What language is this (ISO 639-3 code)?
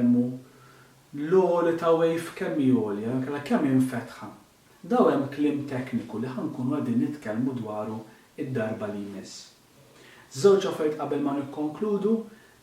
mlt